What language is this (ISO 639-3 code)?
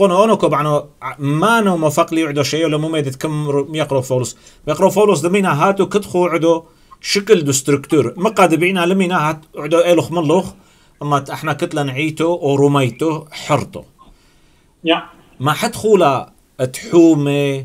tru